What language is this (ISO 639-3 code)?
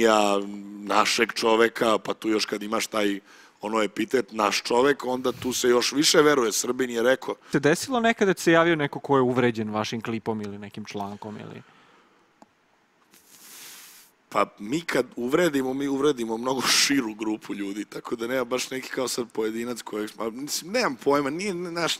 srp